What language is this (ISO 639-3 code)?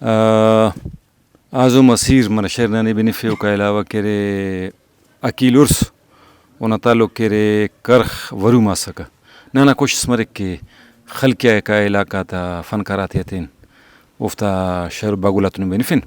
brh